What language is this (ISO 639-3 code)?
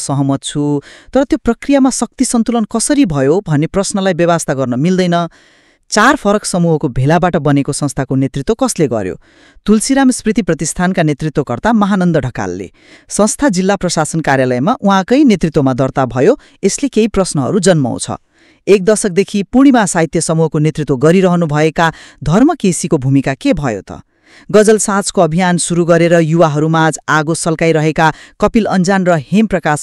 nep